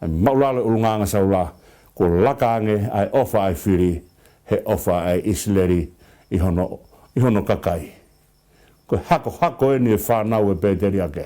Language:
Tongan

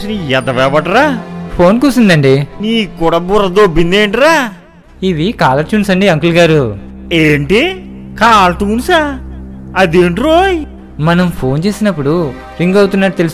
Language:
Telugu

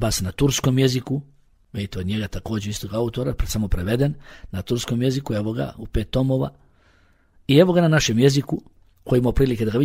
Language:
Bosnian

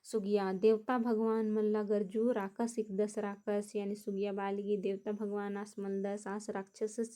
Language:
Kurukh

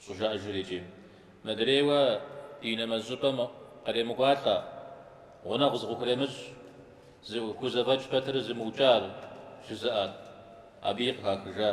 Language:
Kabardian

